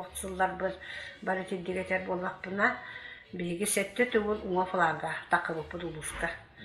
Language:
Yakut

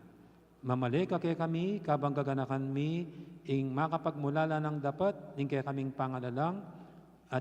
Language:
Pampanga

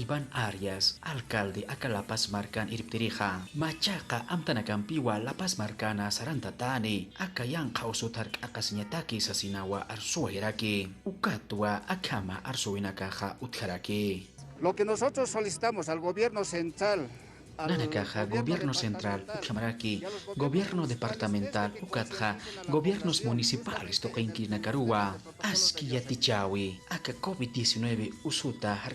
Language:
Aymara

